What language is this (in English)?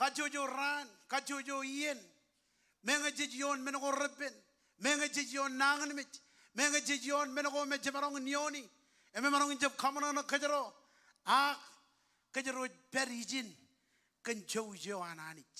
Marshallese